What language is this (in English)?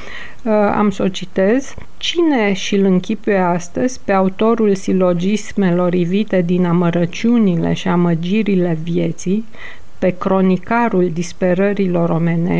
Romanian